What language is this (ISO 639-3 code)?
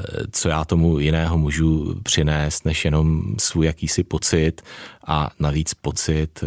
ces